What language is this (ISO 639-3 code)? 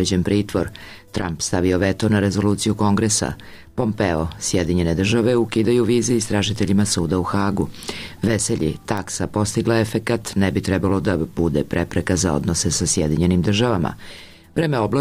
srp